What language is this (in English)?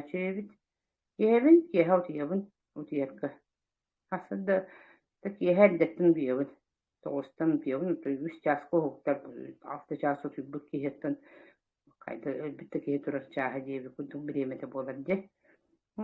Yakut